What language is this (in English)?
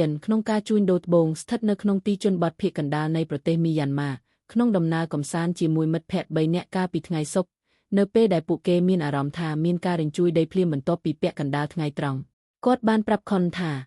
Khmer